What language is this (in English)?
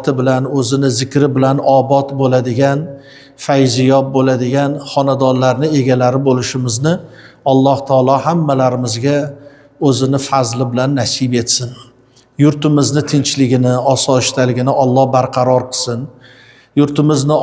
Uzbek